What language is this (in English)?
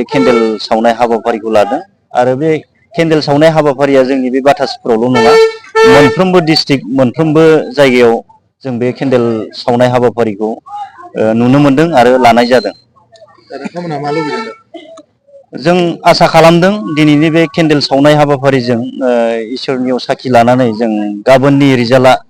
Bodo